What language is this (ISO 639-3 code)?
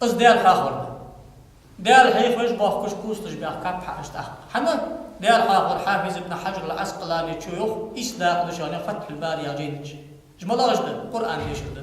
inh